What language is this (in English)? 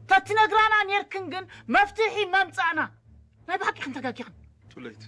Tigrinya